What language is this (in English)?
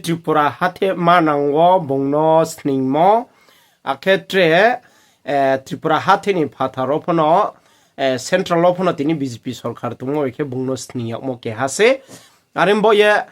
Riang (India)